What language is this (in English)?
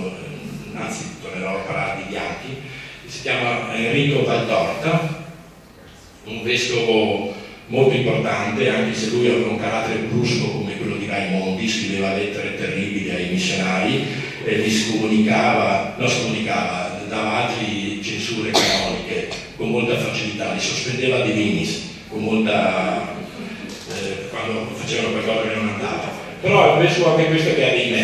Italian